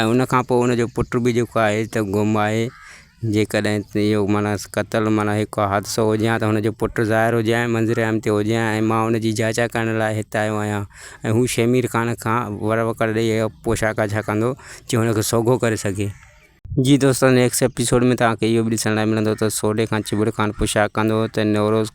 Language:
Sindhi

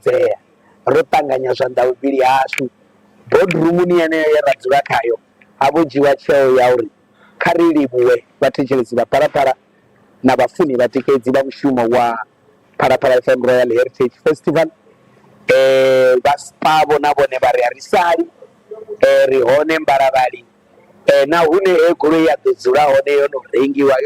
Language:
Venda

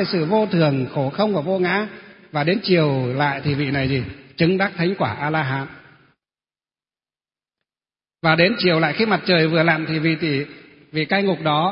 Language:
Vietnamese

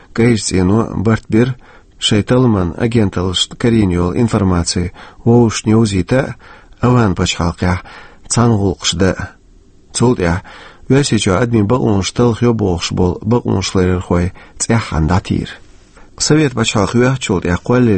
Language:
Chechen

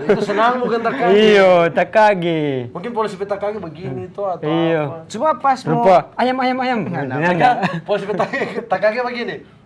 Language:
Manado Malay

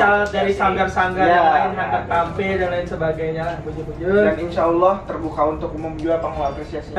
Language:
Banjar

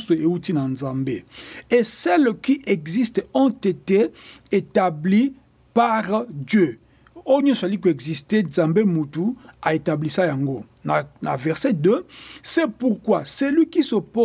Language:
Lingala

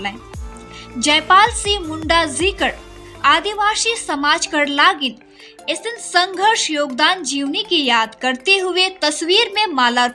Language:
Sadri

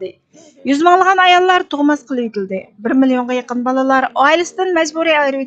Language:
Uyghur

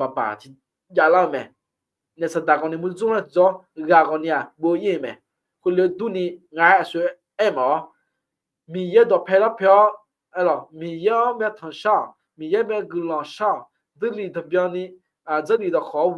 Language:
Akha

